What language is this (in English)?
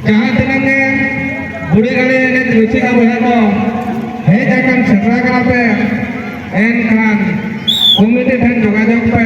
Santali